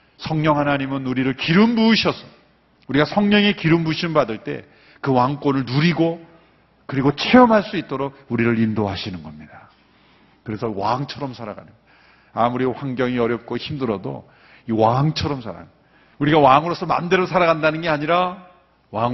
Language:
Korean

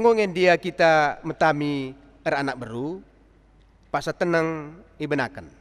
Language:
Batak Karo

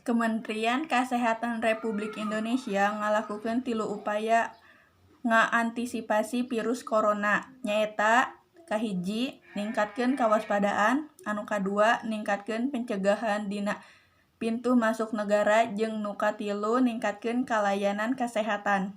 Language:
Sundanese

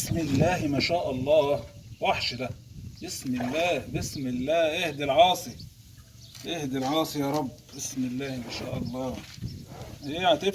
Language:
Egyptian Arabic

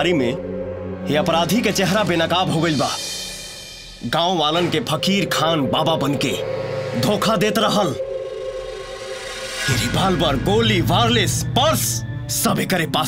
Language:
Bhojpuri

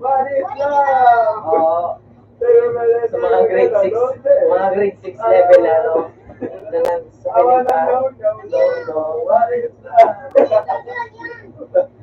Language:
Bikol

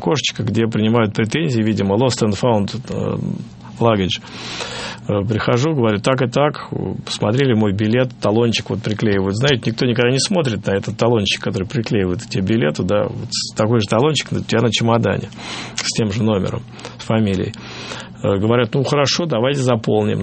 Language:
Russian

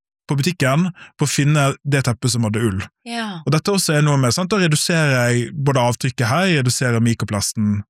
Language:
Norwegian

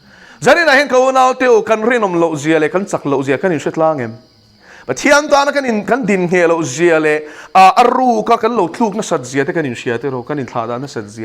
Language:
Mizo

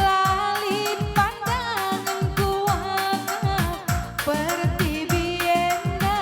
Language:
Batak Karo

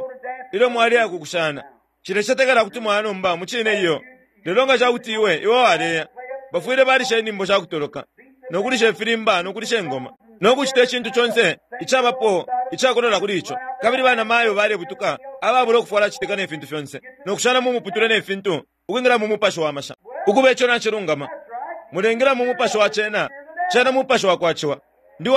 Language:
Bemba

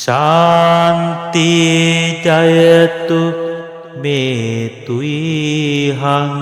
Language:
Sinhala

